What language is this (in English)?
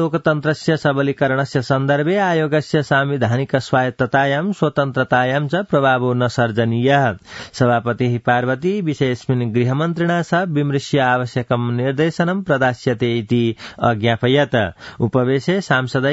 Sanskrit